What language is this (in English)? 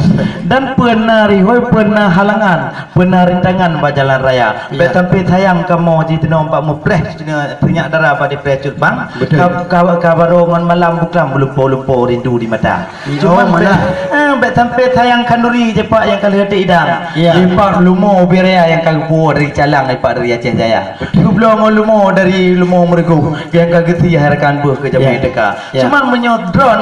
Achinese